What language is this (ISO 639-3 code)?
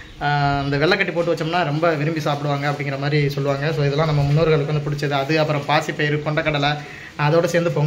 tam